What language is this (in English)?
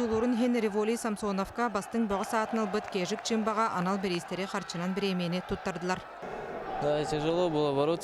Yakut